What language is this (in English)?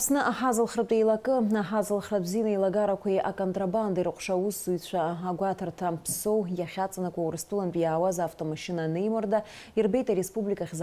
Abkhazian